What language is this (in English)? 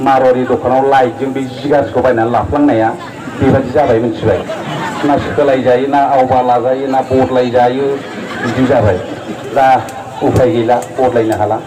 Bodo